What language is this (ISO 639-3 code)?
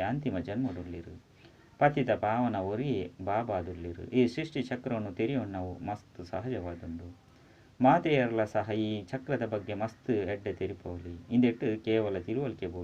tcy